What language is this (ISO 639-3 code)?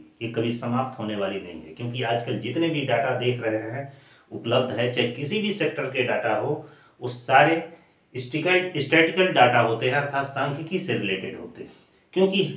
hin